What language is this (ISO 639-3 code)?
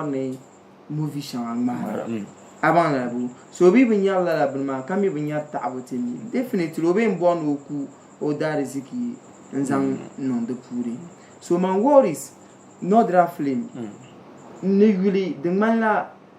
dag